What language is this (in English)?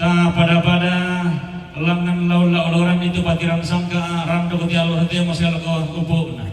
Toraja-Sa'dan